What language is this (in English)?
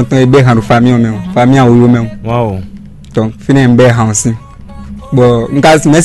Fon